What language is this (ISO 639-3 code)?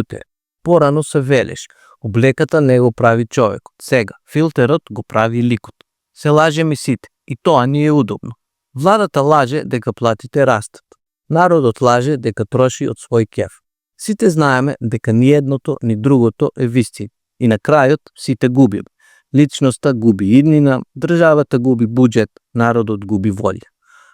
mkd